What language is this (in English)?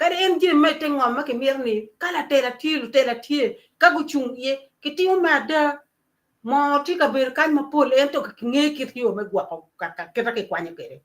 Acoli